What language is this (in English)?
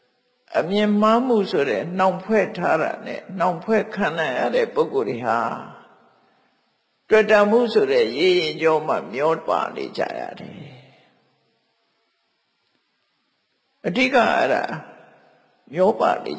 Burmese